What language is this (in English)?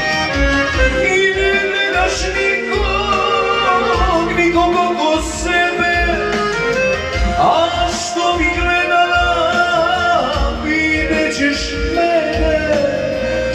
Croatian